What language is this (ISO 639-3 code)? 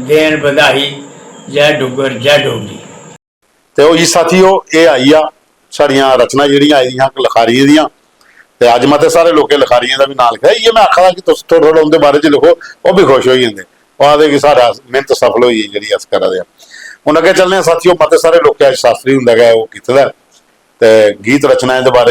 doi